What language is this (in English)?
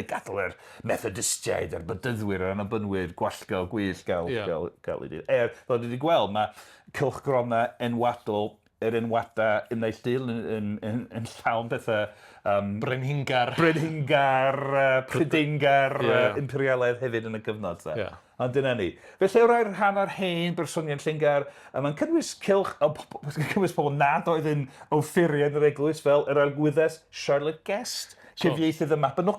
Welsh